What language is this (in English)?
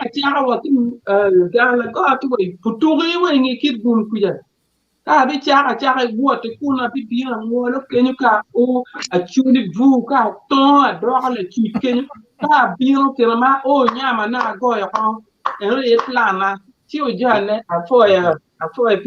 Acoli